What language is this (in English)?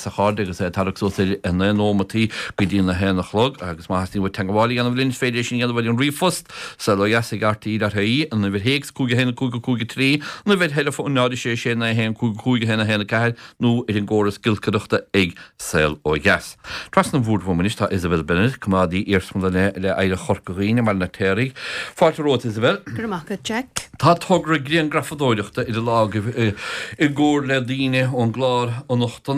Irish